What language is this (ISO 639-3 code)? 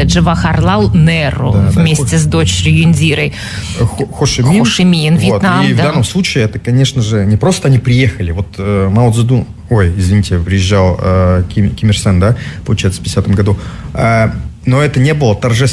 rus